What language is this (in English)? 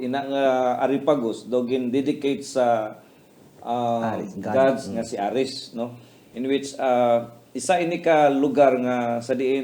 Hiligaynon